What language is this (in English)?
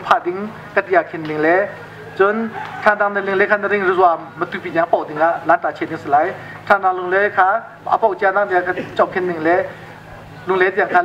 Hakha Chin